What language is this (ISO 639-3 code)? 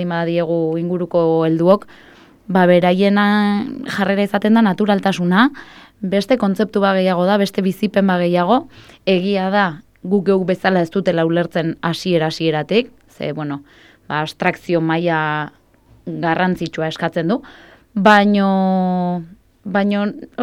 eus